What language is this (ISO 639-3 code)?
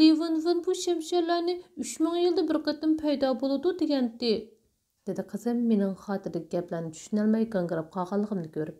uig